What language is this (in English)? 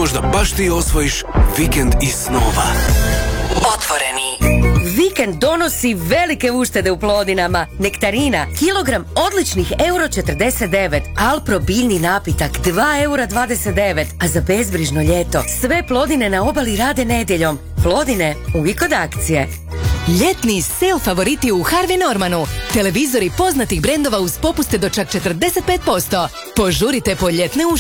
Croatian